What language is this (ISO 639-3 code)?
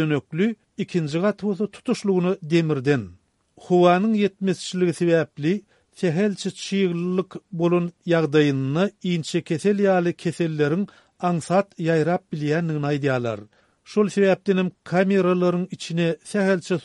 tuk